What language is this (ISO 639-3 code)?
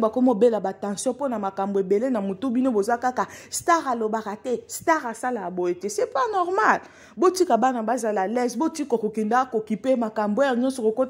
lin